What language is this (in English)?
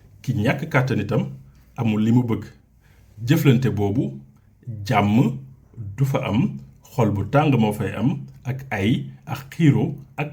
Wolof